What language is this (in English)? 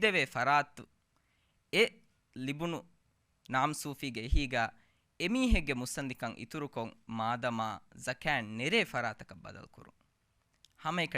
Divehi